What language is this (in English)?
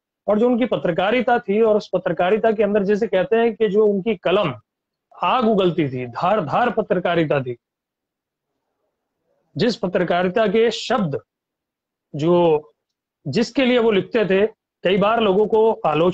Hindi